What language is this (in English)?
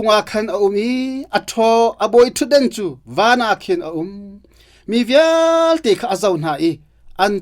Hakha Chin